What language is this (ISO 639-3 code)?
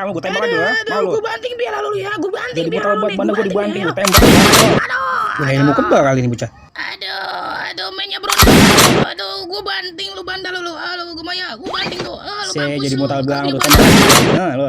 bew